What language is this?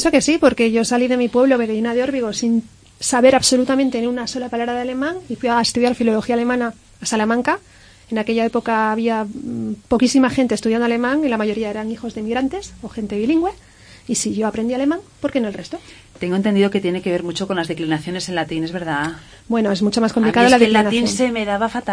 Spanish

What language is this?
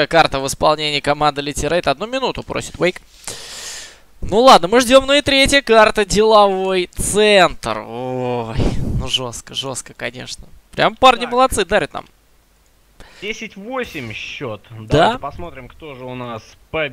Russian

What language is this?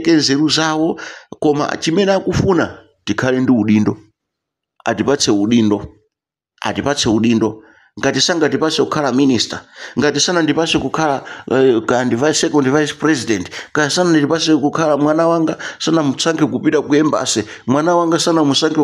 Nyanja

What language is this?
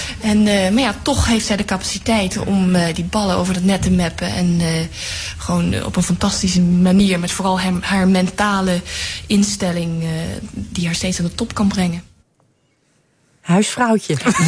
Dutch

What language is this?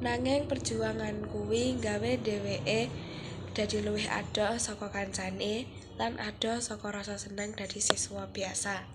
Javanese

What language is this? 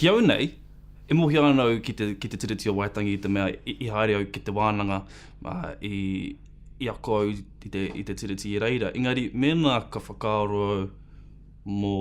Māori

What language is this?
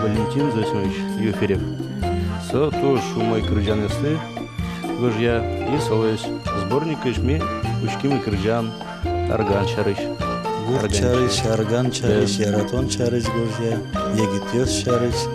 Udmurt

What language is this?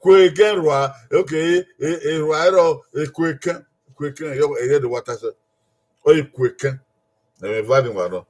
Bini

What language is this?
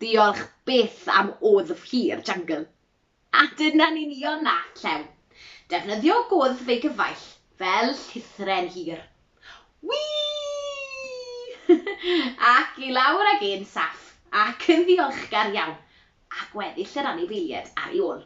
Welsh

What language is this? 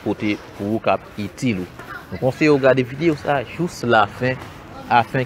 Haitian Creole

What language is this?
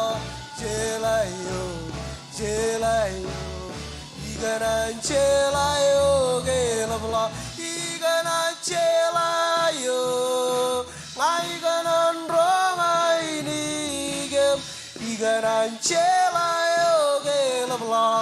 Marshallese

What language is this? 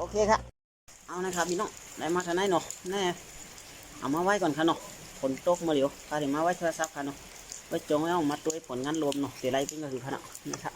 Shan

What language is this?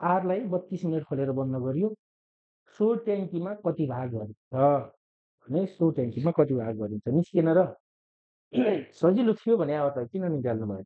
Nepali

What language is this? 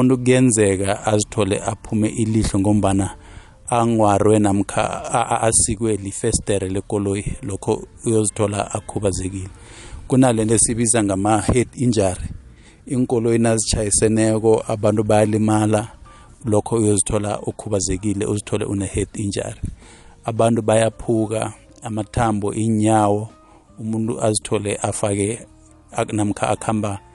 South Ndebele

